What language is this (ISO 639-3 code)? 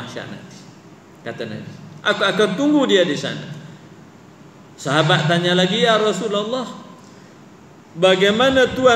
msa